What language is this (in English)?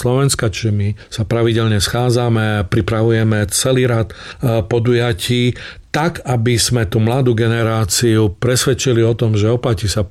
Slovak